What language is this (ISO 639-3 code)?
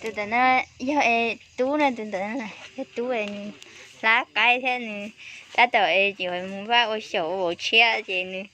hmn